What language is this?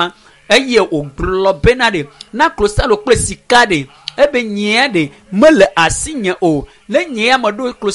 Ewe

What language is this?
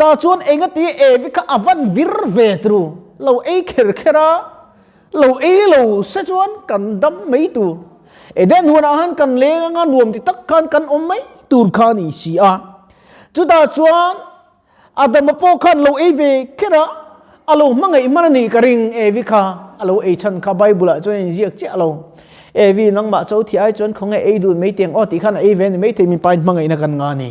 Mizo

